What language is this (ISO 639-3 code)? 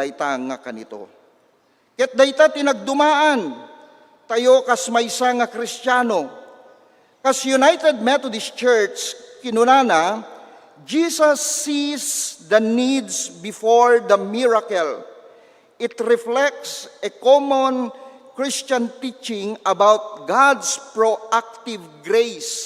ilo